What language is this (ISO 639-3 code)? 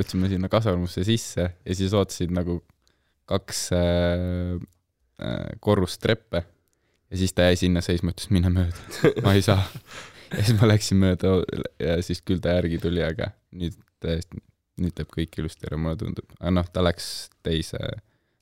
est